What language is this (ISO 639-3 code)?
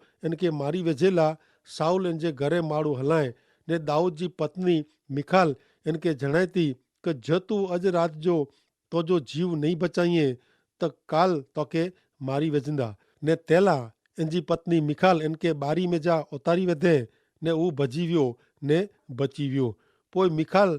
kfr